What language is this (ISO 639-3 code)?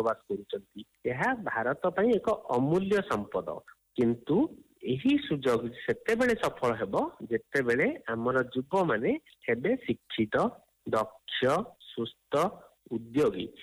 ori